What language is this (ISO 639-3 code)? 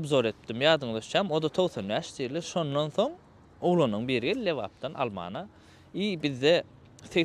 tuk